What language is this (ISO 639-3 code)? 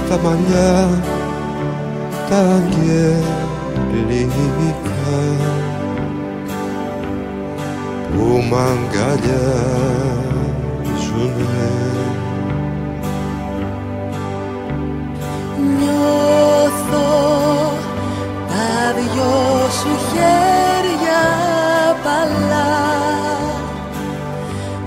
ell